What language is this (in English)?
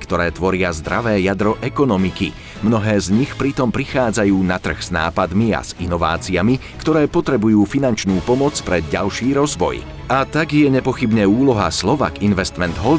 Slovak